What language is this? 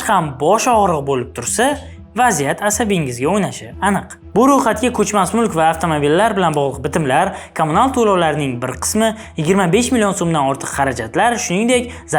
Uzbek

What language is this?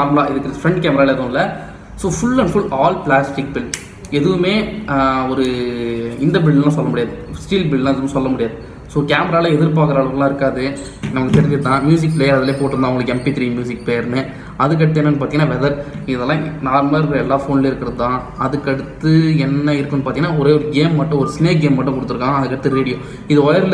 Tamil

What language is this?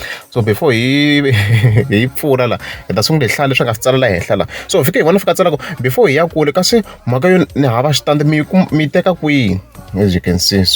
Tsonga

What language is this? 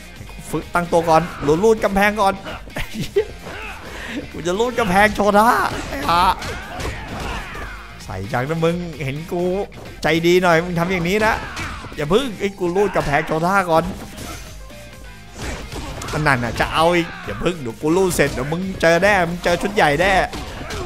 Thai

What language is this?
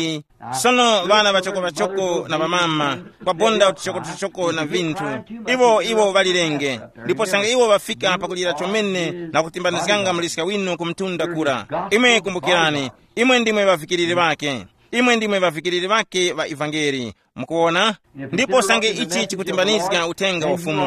Tumbuka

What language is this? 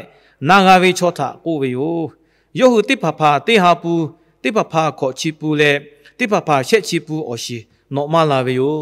Lahu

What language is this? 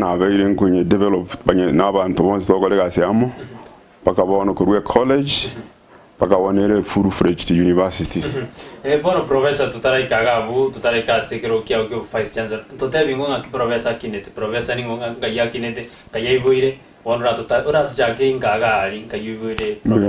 Gusii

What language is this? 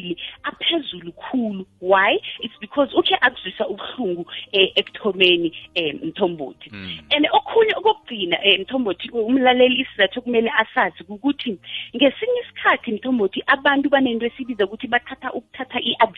South Ndebele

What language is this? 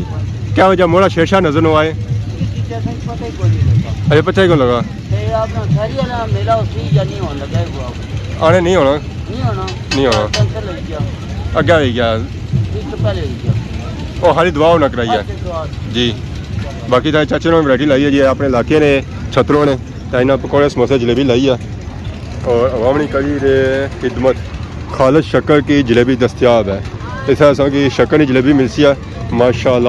Pahari-Potwari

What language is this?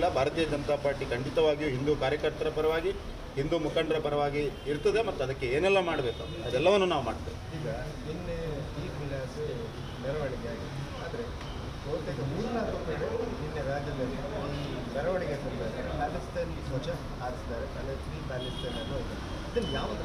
Kannada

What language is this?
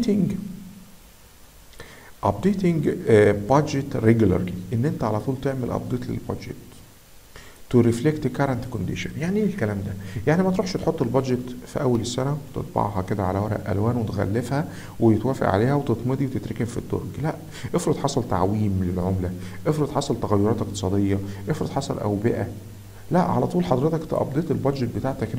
Egyptian Arabic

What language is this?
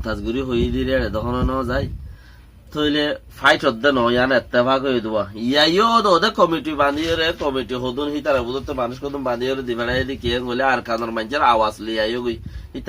Rohingya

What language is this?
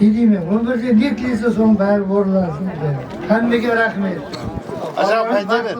Kara-Kalpak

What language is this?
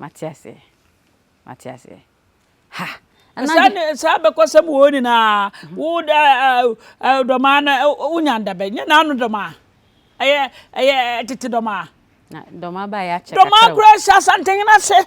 Akan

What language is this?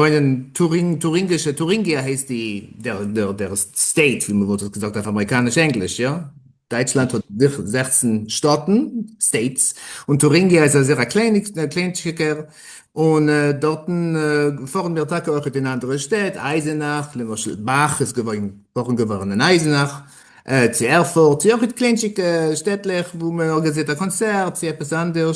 Yiddish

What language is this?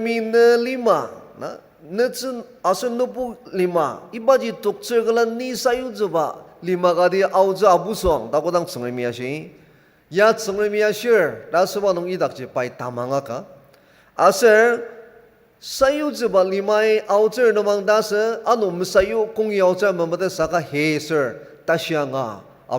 Ao Naga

